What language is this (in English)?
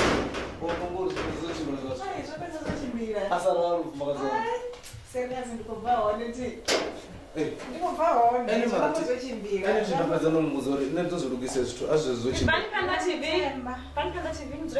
Venda